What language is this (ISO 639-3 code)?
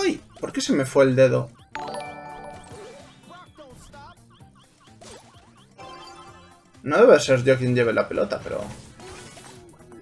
spa